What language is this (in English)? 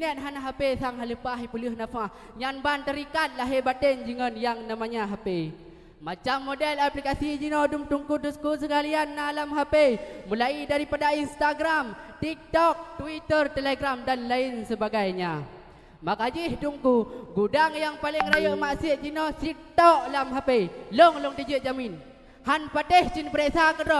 Achinese